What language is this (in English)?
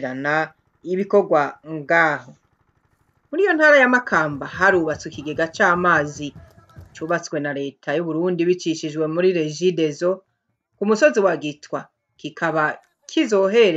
Rundi